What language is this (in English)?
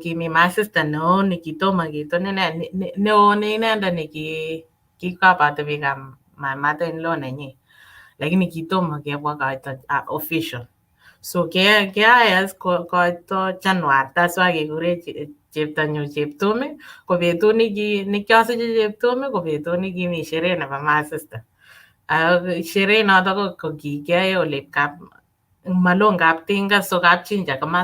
Kalenjin